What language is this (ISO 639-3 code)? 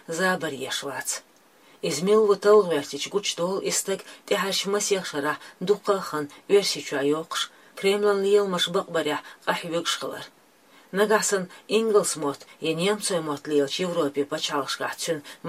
che